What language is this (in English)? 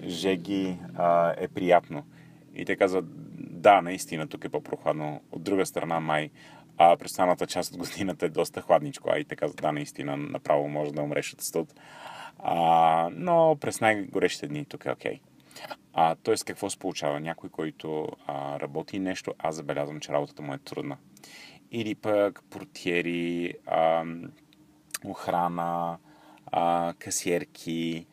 Bulgarian